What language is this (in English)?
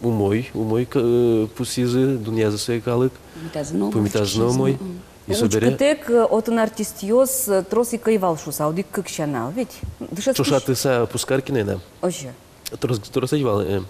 Udmurt